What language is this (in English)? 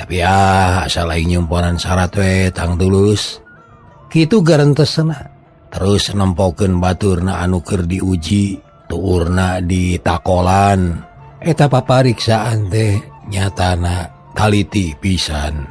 Sundanese